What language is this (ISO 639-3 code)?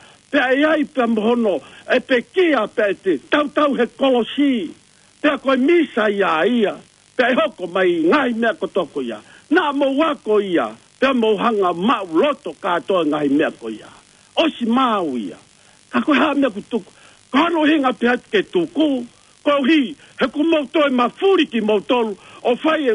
ton